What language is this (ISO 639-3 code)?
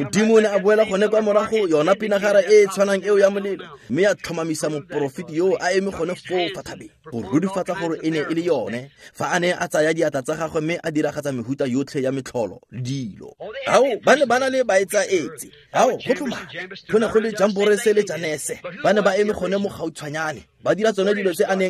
tsn